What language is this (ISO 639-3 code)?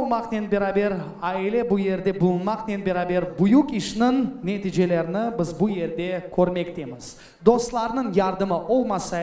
crh